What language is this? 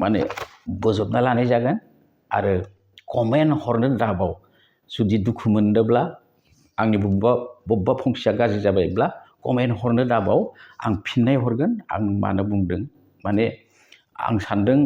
Bodo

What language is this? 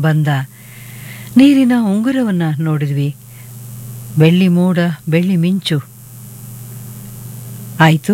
Kannada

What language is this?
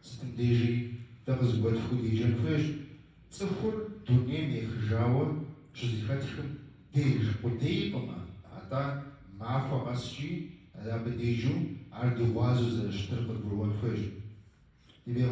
Kabardian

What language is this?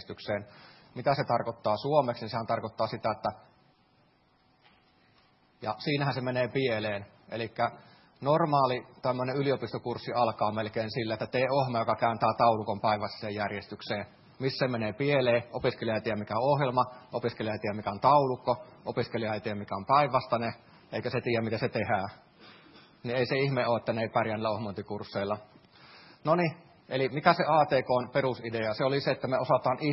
Finnish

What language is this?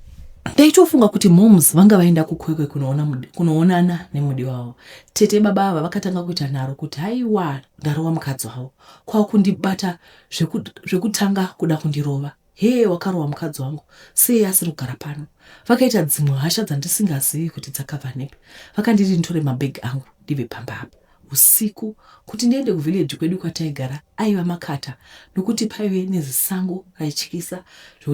Shona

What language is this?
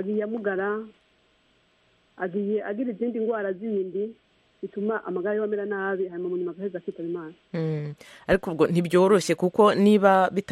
Kinyarwanda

